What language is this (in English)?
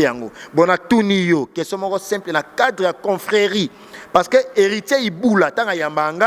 Lingala